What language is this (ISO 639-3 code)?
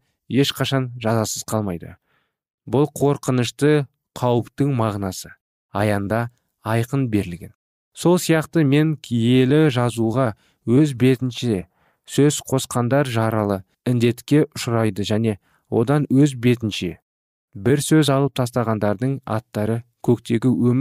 kaz